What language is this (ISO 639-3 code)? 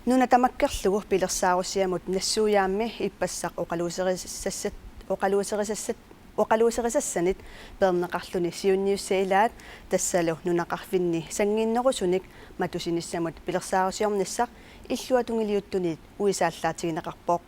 kal